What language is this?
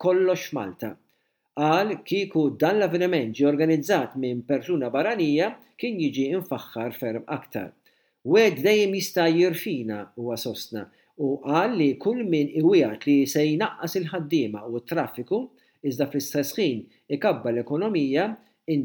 Maltese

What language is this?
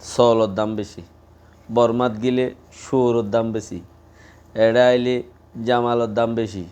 Rohingya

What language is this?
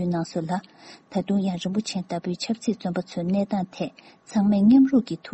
Tibetan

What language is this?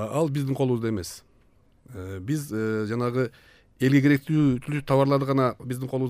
Kyrgyz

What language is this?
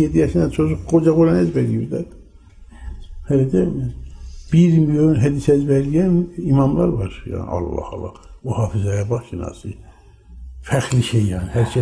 Turkish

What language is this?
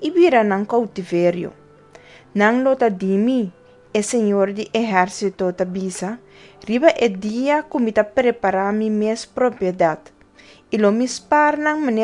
Papiamento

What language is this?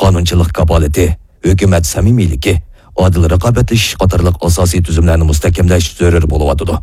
Uyghur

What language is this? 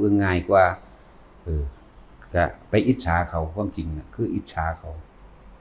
Lao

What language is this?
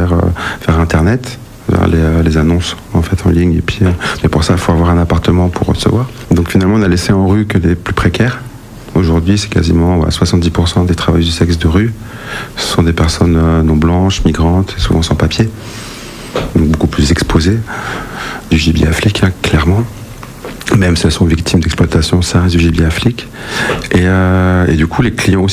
French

